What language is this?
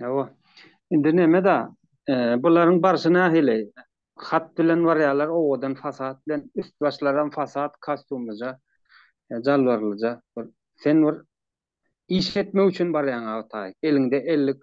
Turkmen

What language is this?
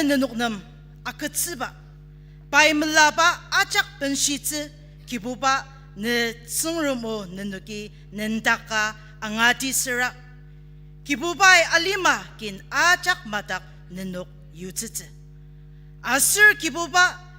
Ao Naga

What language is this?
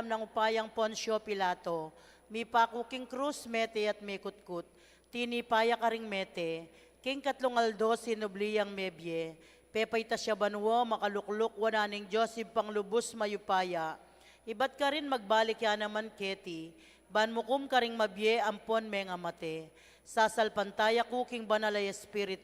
Pampanga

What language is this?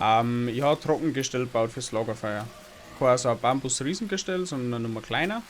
Bavarian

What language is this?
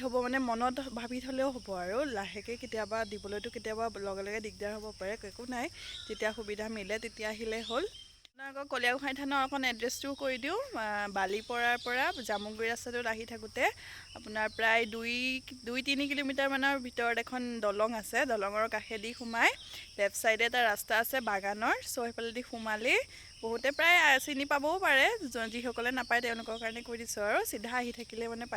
Assamese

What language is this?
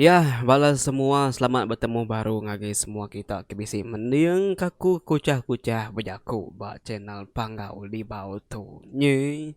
Iban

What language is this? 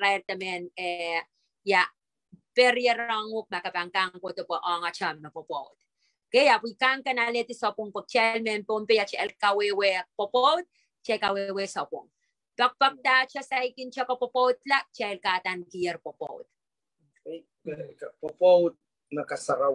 Pohnpeian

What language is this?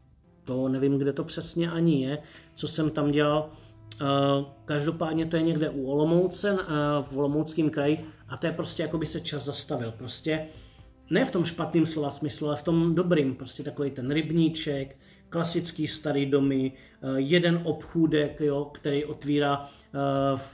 Czech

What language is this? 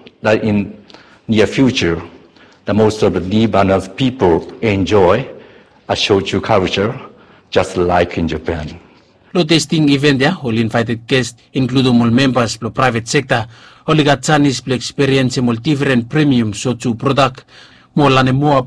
Bislama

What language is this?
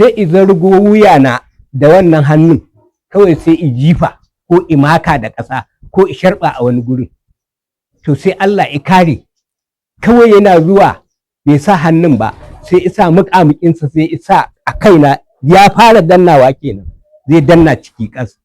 Hausa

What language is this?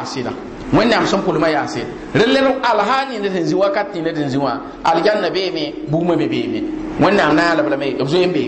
Mossi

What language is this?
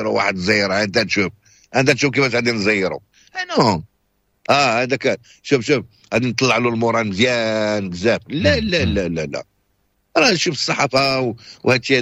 Moroccan Arabic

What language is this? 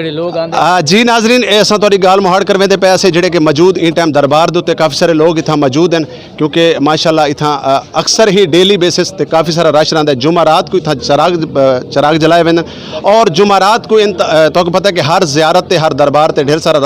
Saraiki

